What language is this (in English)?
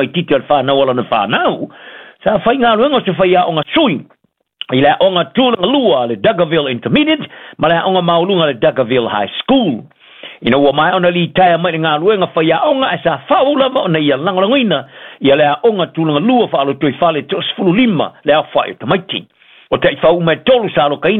Samoan